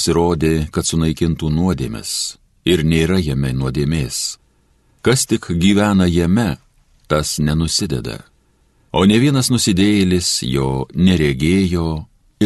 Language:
Lithuanian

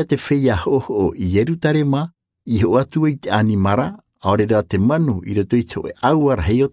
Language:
Tahitian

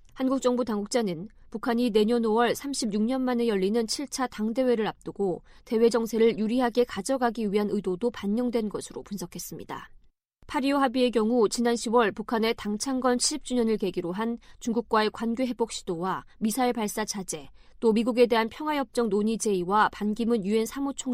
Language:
Korean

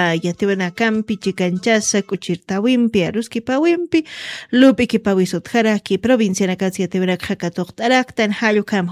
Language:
Aymara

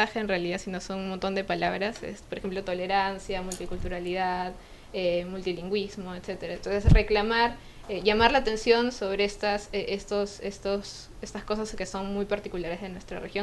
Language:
Spanish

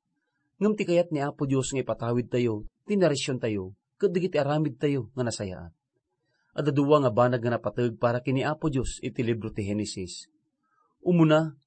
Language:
Iloko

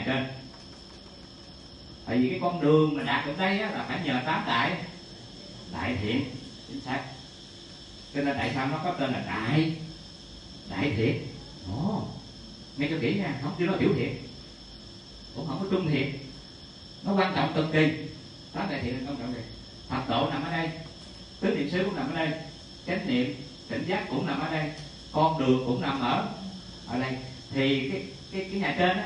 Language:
Vietnamese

